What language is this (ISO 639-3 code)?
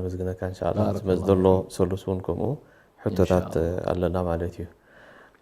tir